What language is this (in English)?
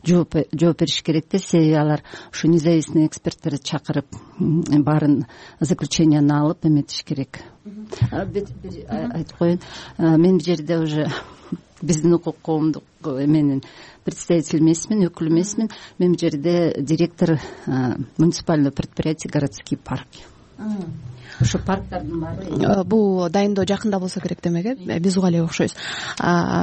Kyrgyz